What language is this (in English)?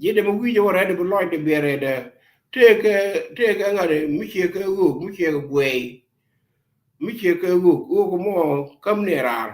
Nuer